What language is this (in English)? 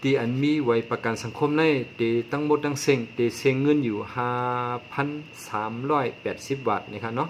Shan